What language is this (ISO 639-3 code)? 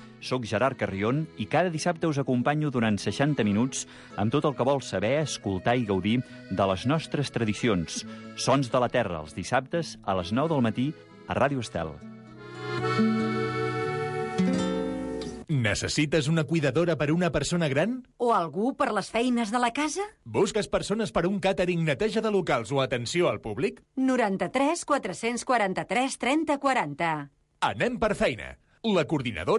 cat